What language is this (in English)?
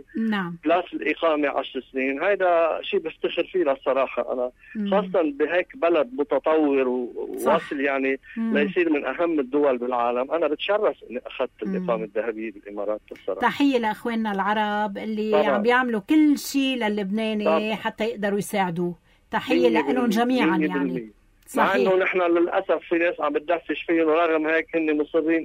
North Levantine Arabic